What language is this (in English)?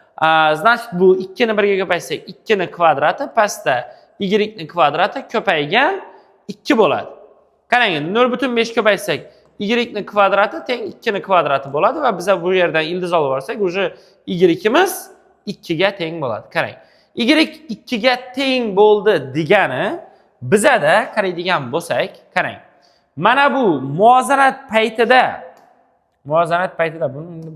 Uzbek